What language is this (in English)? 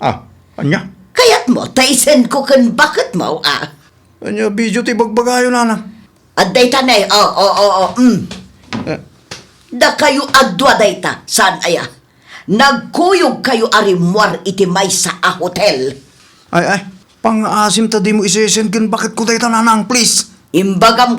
Iloko